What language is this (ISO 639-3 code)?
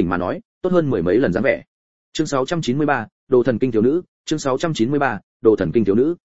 vie